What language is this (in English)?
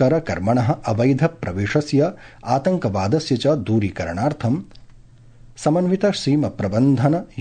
Sanskrit